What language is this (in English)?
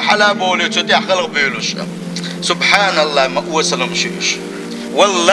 Chechen